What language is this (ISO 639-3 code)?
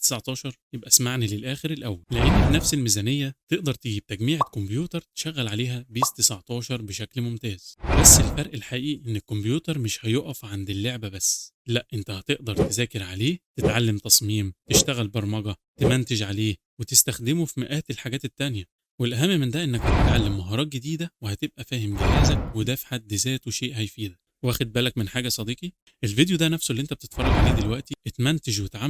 arz